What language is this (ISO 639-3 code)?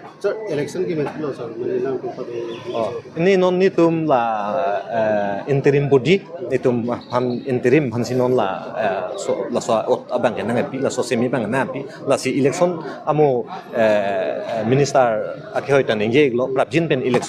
mjw